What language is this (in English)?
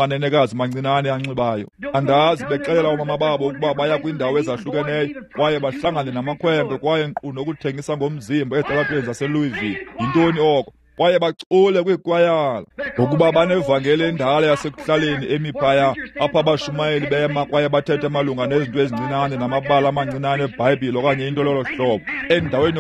Xhosa